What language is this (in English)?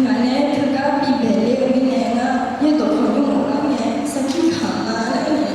Akha